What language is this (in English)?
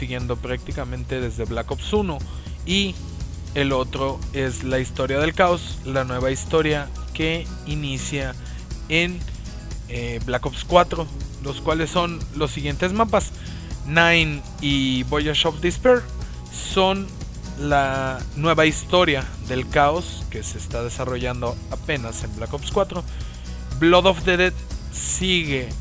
Spanish